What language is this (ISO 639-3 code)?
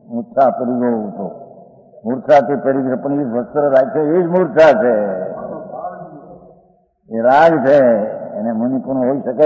guj